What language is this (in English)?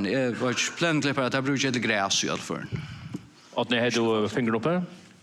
Faroese